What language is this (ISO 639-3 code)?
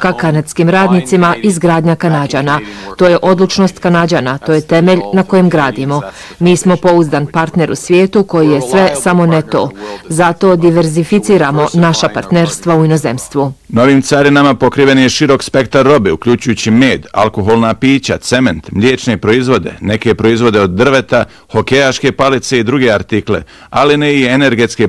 bos